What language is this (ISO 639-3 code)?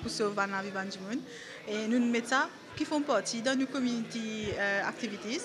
mfe